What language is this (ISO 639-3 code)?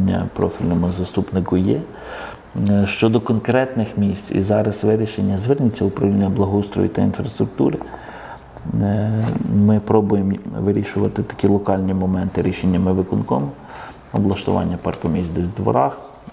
ukr